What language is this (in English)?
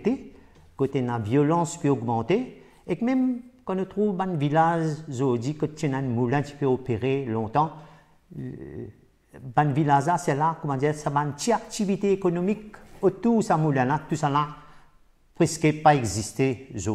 Morisyen